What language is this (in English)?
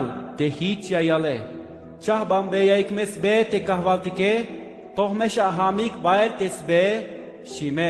Tzeltal